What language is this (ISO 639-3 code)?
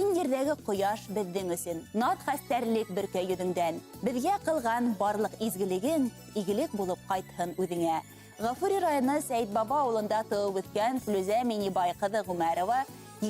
bak